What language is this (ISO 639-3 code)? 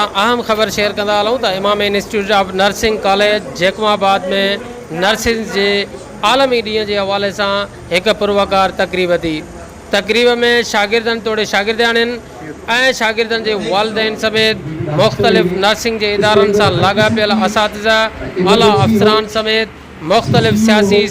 snd